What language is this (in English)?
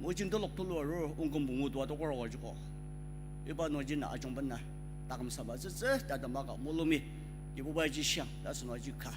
Ao Naga